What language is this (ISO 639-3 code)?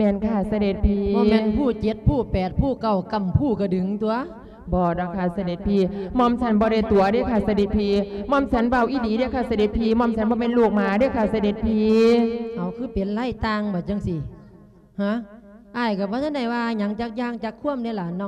lao